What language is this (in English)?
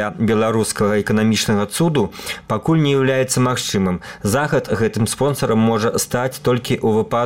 Belarusian